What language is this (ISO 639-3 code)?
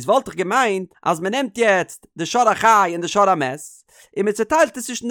yid